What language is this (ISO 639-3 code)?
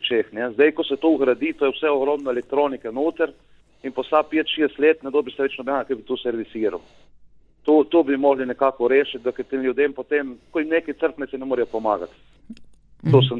slv